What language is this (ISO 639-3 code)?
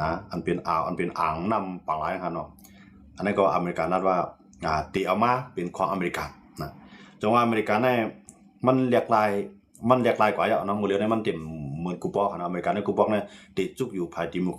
shn